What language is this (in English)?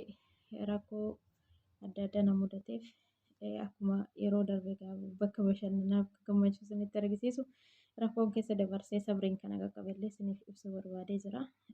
Oromo